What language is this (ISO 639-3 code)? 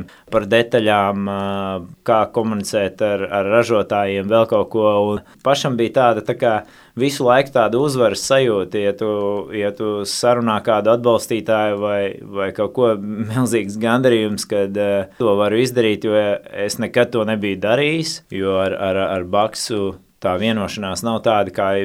lav